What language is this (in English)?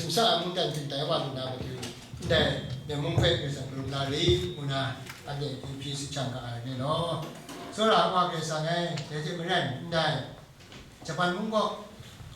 Kachin